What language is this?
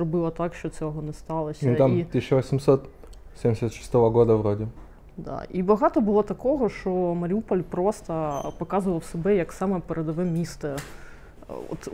Ukrainian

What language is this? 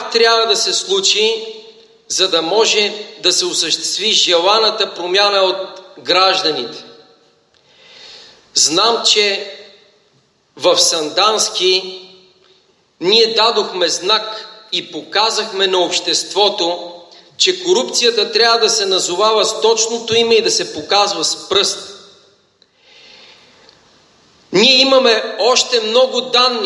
Bulgarian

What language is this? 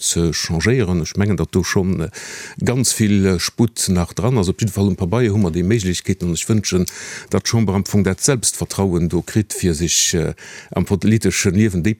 Luxembourgish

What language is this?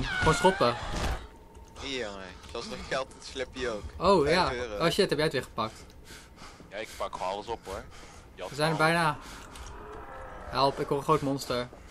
Dutch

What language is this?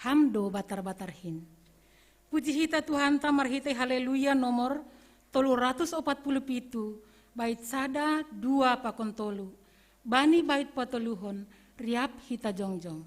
Batak Simalungun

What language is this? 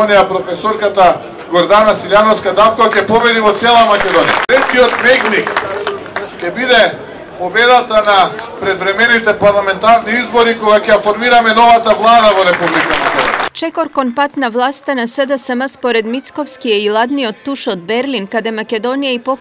Macedonian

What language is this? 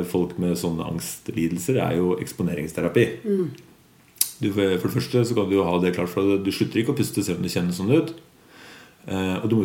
Norwegian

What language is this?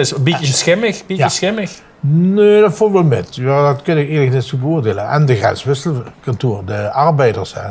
Limburgish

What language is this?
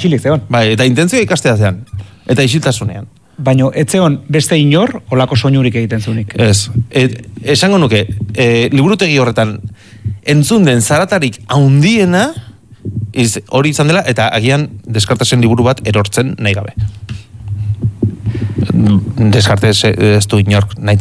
Basque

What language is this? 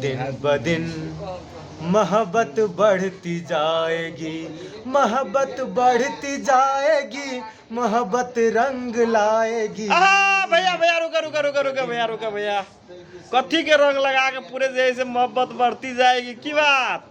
Magahi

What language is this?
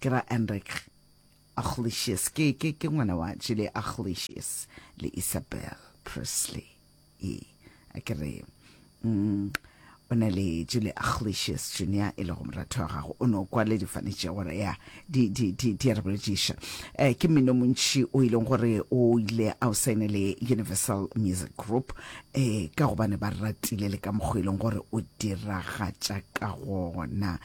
Northern Sotho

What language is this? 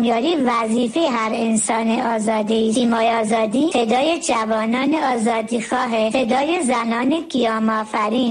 Persian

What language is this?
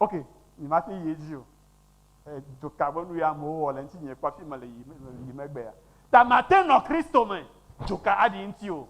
Ewe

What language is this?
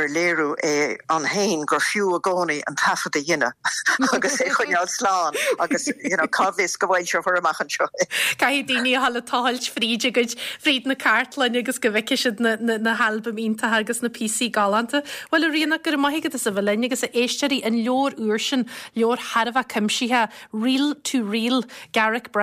Irish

